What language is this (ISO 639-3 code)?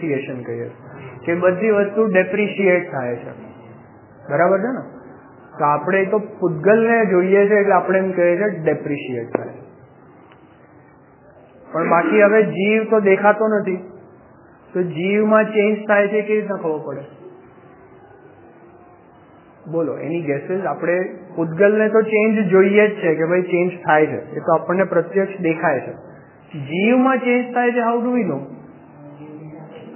guj